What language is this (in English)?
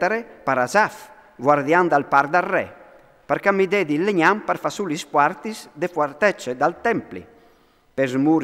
Friulian